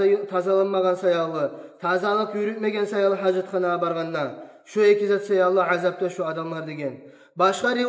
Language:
Kumyk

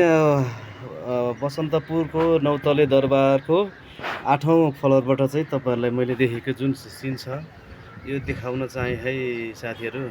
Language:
Nepali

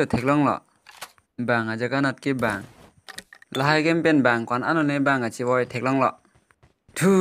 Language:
Karbi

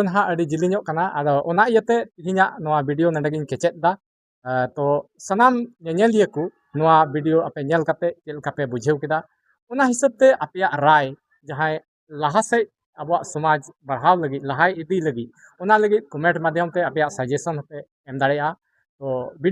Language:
Santali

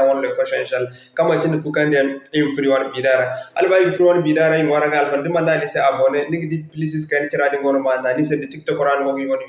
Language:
Zarma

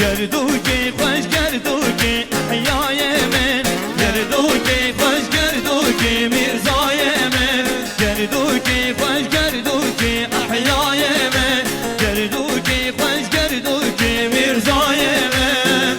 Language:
Kurdish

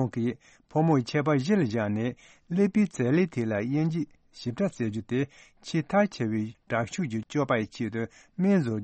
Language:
Tibetan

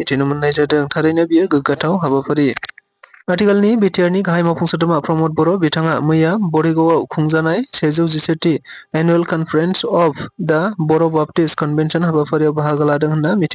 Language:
Bodo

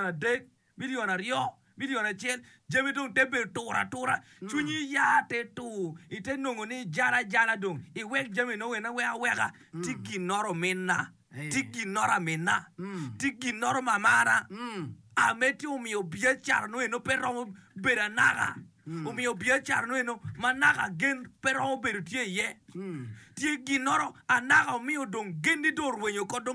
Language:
Acoli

